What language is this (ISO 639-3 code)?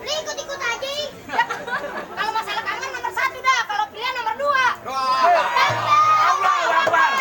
bew